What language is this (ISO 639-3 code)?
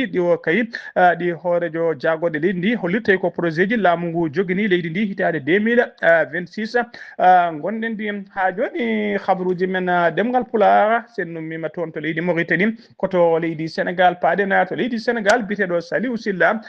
ful